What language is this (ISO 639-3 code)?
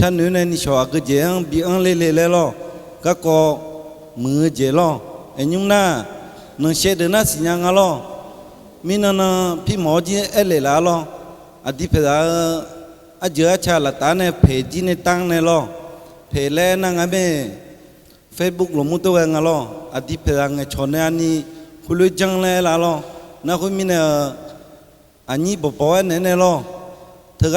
ahk